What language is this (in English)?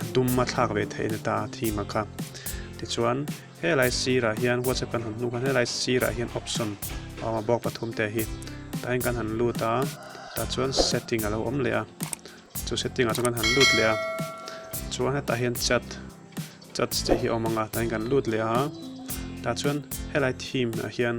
Mizo